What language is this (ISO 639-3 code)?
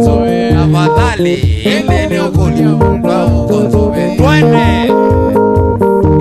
swa